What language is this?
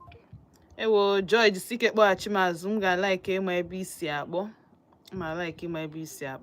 Igbo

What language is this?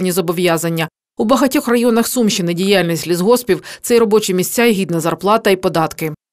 Ukrainian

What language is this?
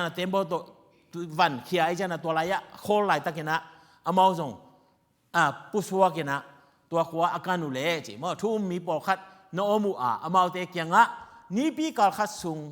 Tedim Chin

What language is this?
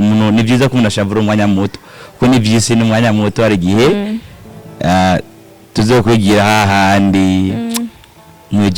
Rundi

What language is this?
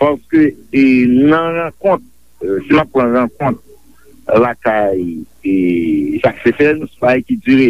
Haitian Creole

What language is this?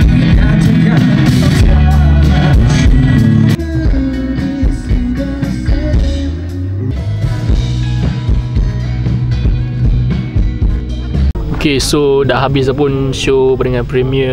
Malay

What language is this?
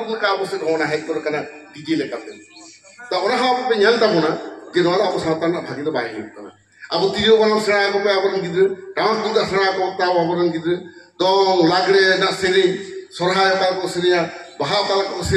Santali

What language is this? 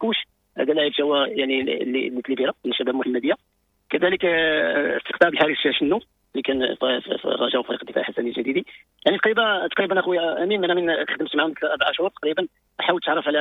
Moroccan Arabic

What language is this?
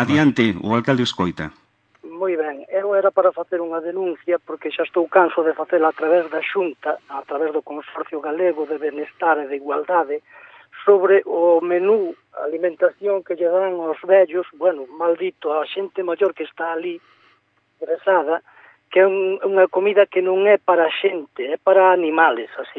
Galician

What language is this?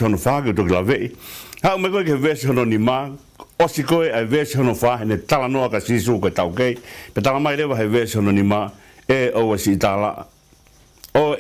Tongan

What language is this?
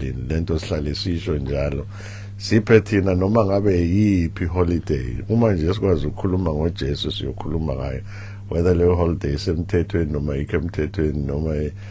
Zulu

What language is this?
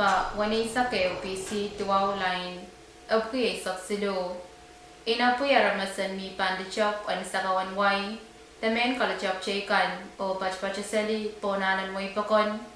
Pohnpeian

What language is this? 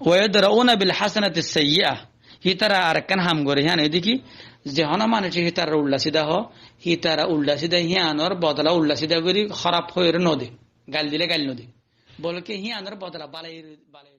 Rohingya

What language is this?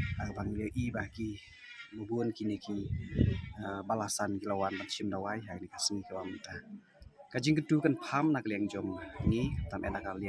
Khasi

